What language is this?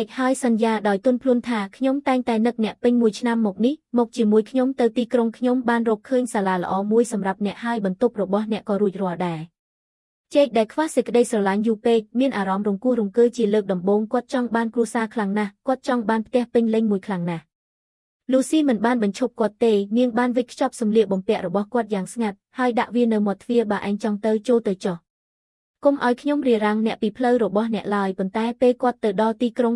Khmer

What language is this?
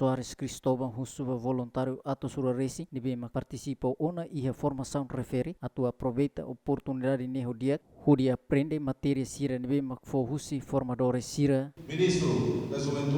Tetum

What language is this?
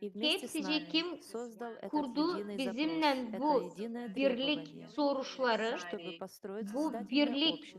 Gagauz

